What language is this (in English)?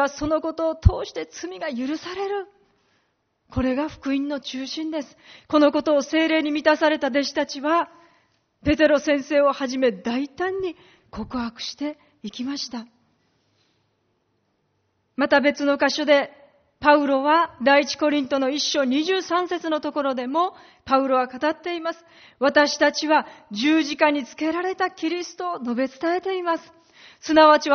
Japanese